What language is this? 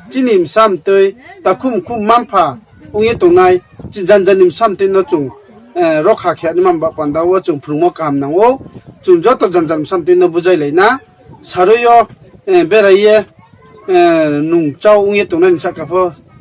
Riang (India)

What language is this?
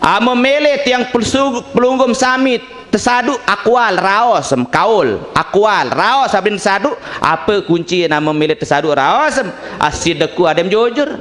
Sasak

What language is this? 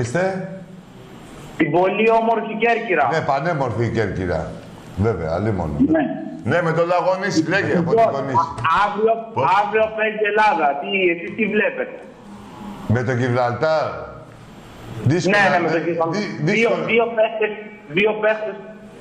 Greek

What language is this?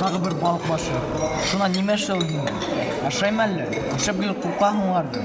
Bashkir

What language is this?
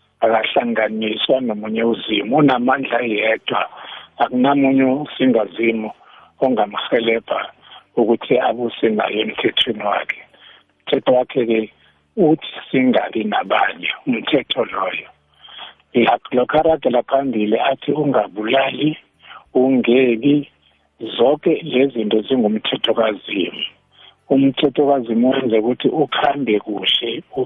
South Ndebele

